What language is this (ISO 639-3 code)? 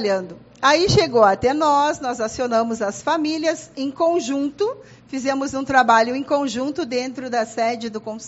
por